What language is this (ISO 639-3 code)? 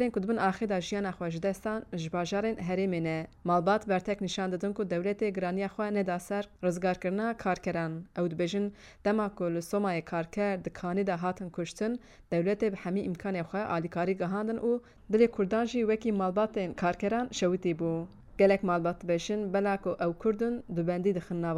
kur